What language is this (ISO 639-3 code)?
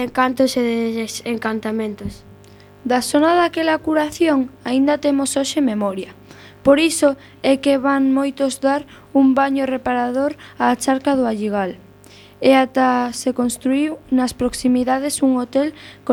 glg